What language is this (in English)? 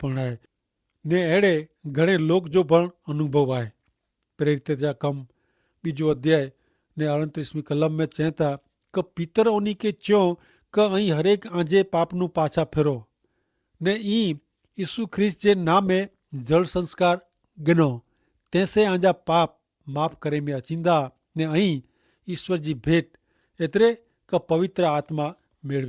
Kachhi